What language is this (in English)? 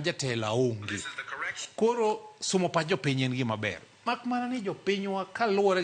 Luo (Kenya and Tanzania)